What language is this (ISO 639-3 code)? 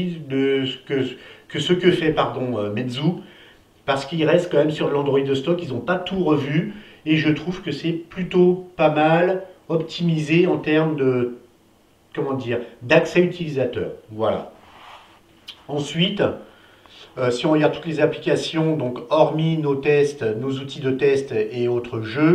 fra